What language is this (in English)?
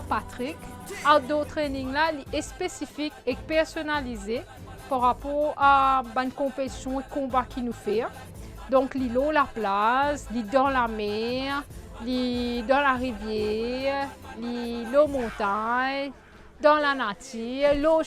Morisyen